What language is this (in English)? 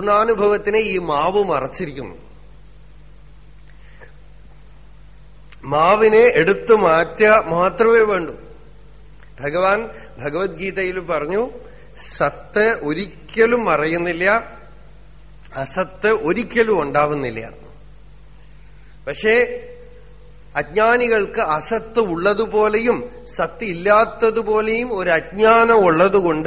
Malayalam